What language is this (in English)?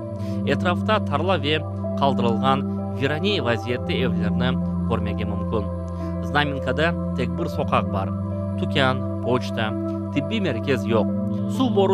Crimean Tatar